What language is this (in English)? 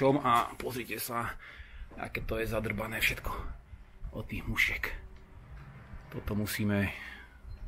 Slovak